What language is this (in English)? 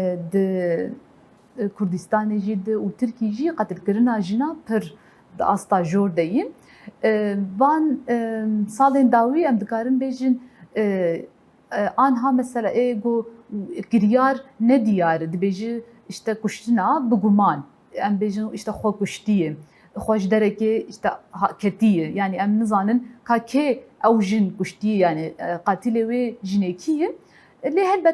Kurdish